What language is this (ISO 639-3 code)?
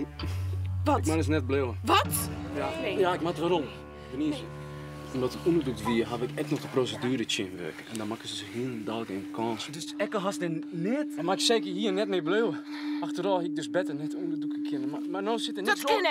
fry